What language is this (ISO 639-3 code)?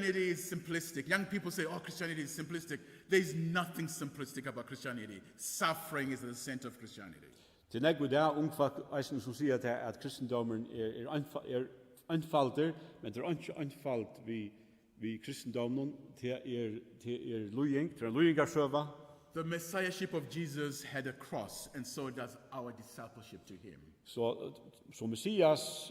fao